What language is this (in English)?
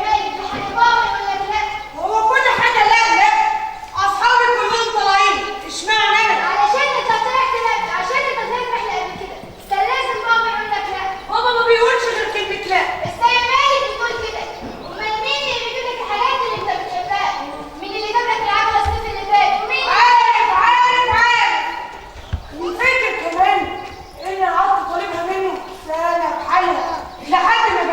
Egyptian Arabic